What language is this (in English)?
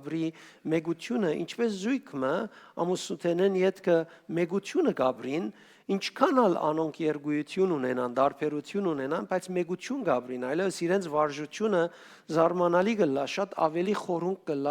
Western Armenian